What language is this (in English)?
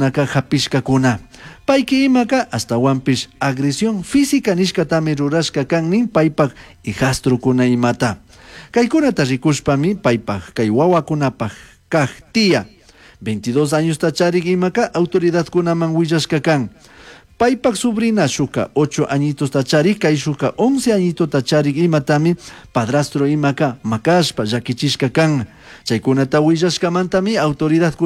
Chimborazo Highland Quichua